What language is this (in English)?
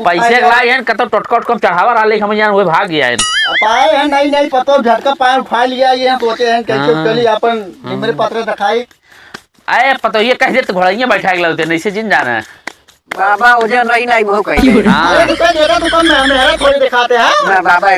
Awadhi